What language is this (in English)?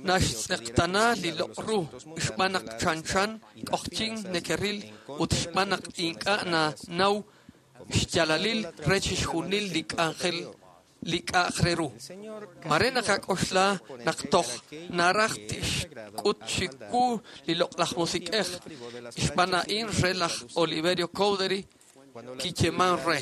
Kekchí